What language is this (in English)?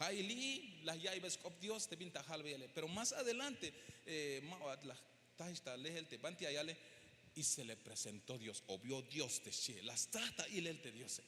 Tzeltal